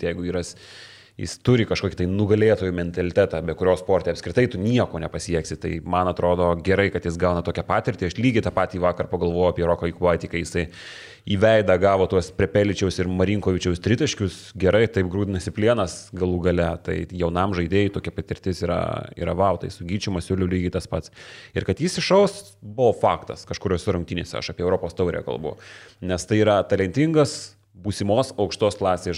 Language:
Lithuanian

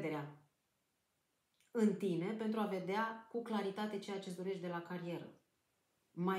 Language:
Romanian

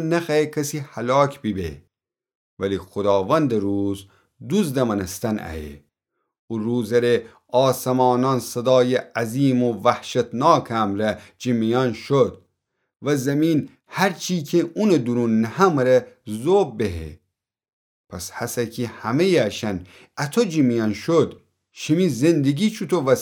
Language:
Gilaki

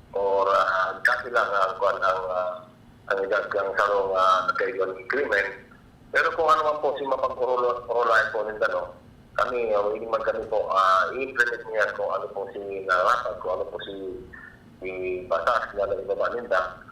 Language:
Bikol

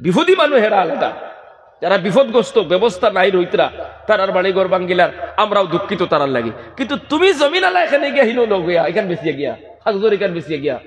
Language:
Sylheti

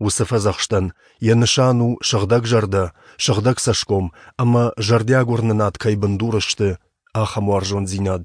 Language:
Ossetic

